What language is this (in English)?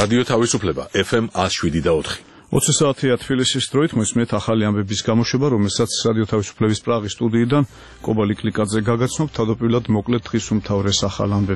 Georgian